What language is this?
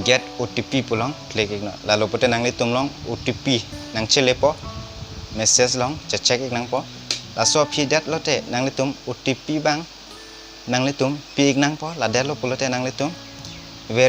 Karbi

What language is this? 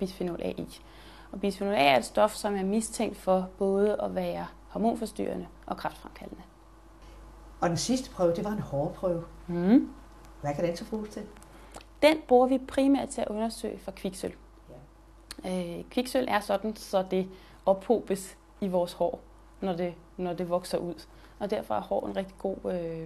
Danish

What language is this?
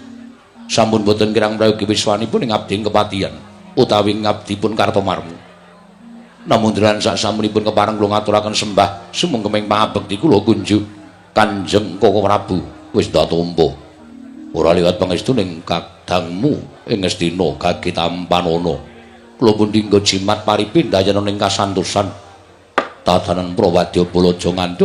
Javanese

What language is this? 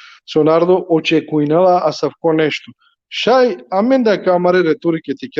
Balkan Romani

